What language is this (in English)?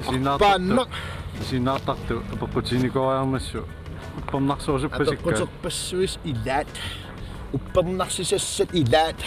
Kalaallisut